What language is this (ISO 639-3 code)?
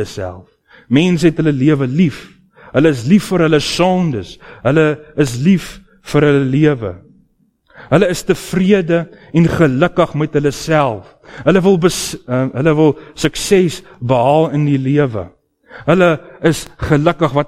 afr